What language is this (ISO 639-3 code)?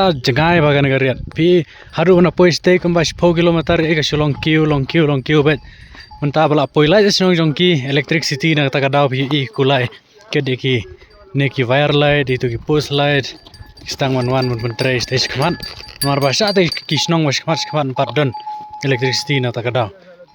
kha